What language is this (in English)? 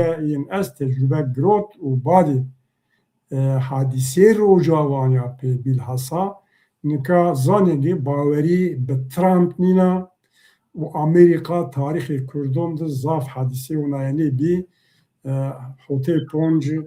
Zaza